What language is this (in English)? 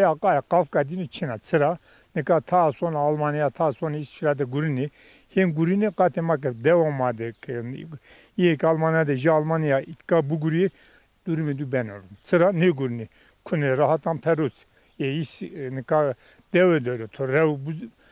Zaza